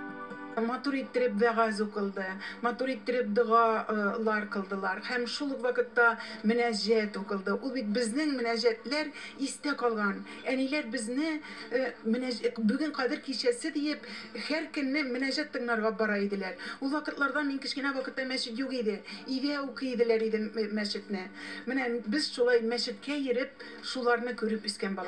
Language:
Tatar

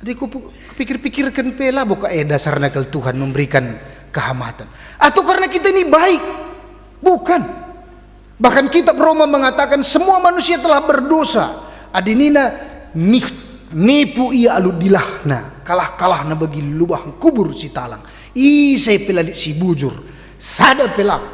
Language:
Batak Karo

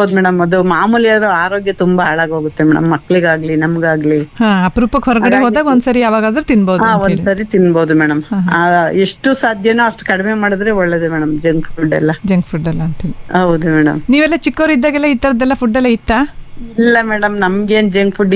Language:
Kannada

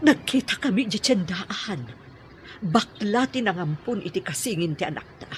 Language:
Iloko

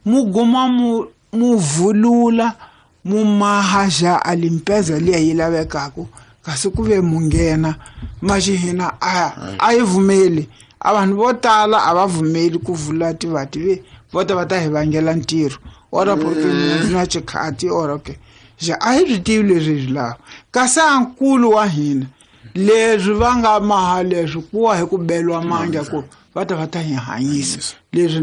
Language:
Tsonga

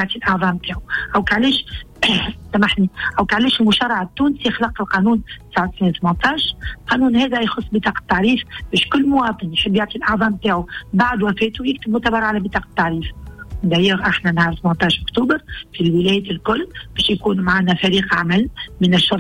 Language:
Tunisian Arabic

